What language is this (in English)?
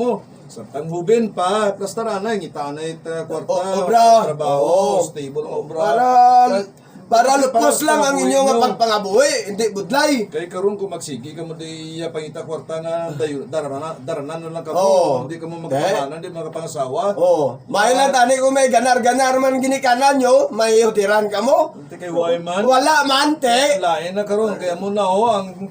Hiligaynon